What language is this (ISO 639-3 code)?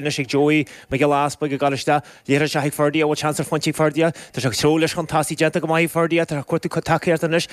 gle